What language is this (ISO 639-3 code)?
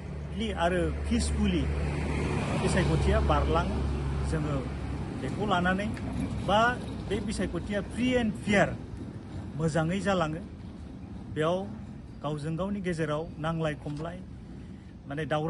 brx